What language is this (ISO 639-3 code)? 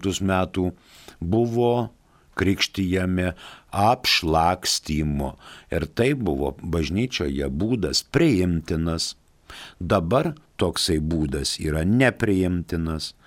lit